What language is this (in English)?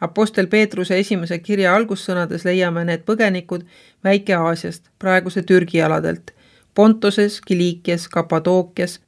Estonian